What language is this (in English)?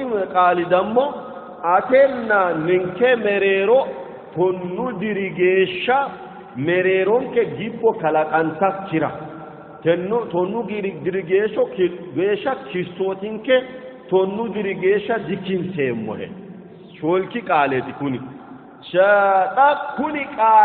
Sidamo